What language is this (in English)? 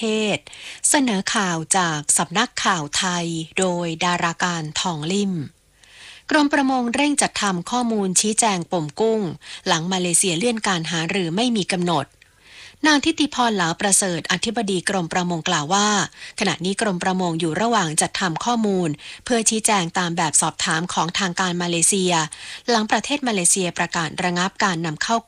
Thai